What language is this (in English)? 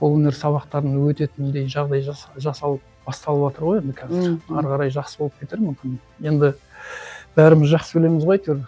Kazakh